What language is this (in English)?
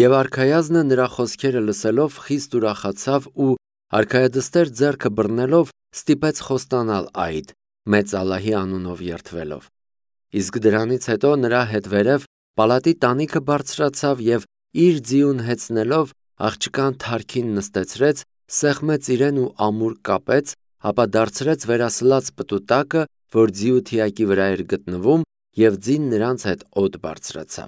Armenian